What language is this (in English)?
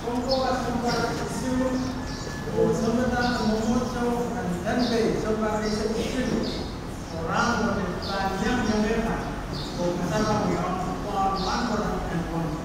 Pohnpeian